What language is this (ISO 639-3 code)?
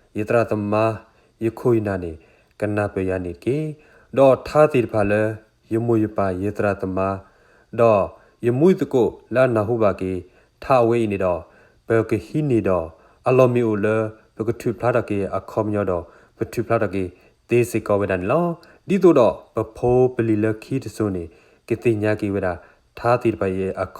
ksw